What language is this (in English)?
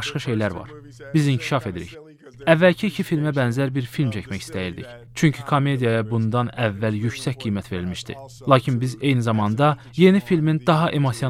Azerbaijani